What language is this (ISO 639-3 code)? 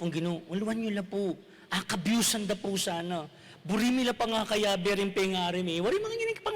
pam